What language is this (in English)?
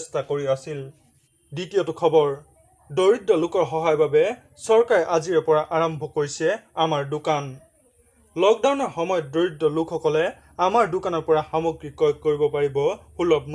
Assamese